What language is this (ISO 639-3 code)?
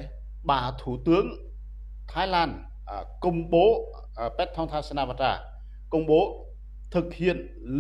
rad